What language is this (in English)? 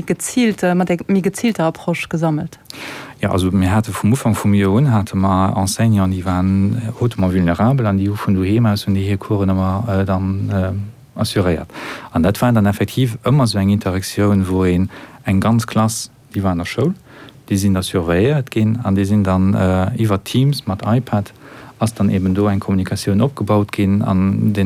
Luxembourgish